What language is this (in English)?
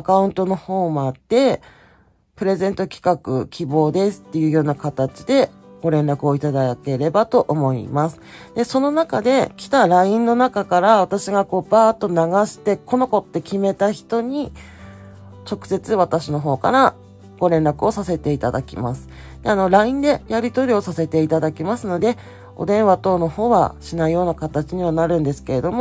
Japanese